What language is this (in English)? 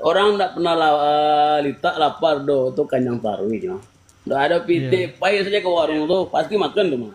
Minangkabau